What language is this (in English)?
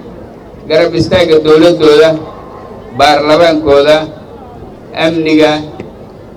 Somali